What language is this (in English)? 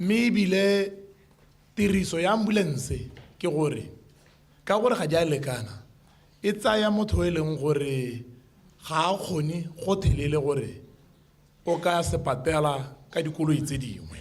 Tswana